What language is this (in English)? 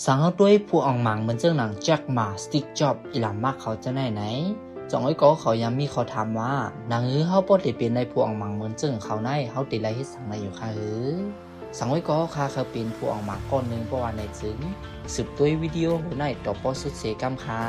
Shan